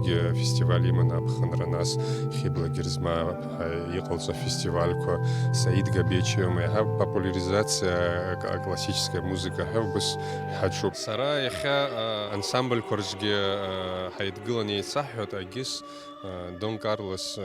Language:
Abkhazian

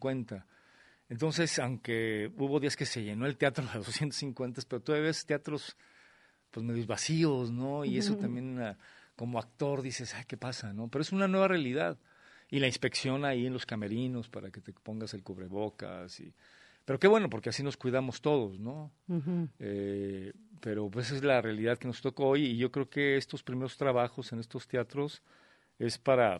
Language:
Spanish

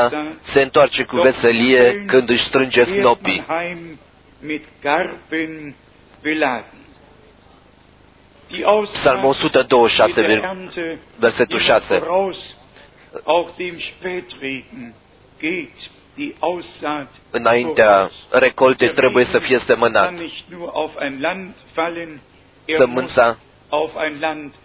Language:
Romanian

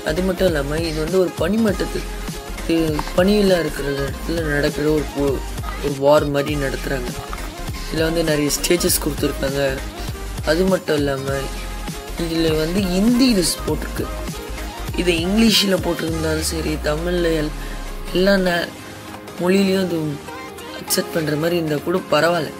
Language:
Tamil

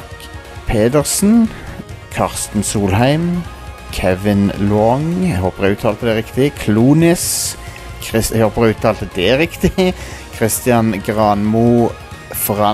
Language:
Norwegian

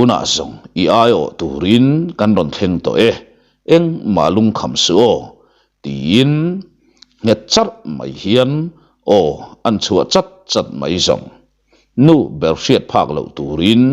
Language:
Mizo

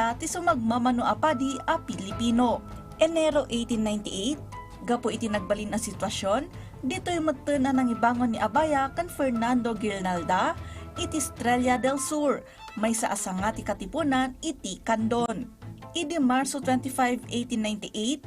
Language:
Iloko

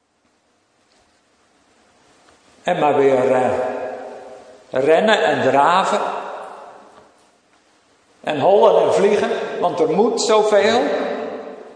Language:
Dutch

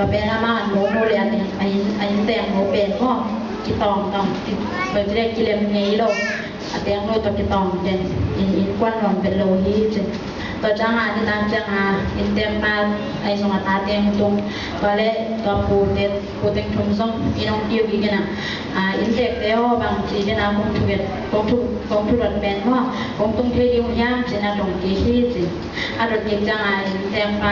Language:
Tedim Chin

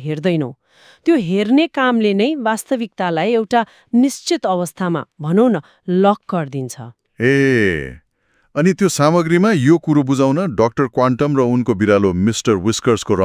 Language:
Nepali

